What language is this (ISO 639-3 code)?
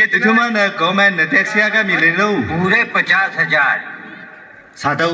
nmf